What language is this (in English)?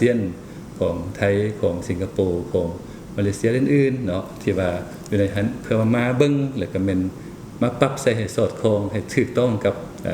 Lao